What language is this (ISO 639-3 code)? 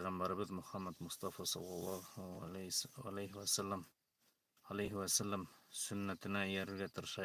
bak